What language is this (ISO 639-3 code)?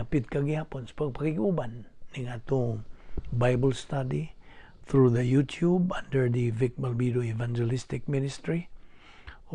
ceb